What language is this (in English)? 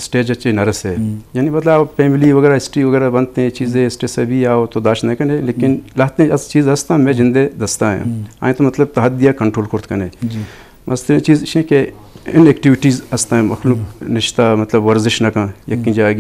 Eastern Balochi